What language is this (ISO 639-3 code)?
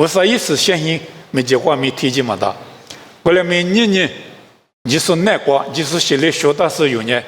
lis